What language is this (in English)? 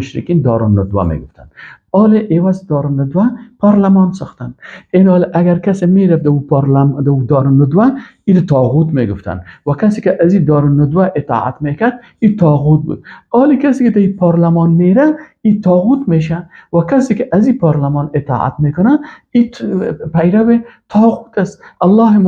Persian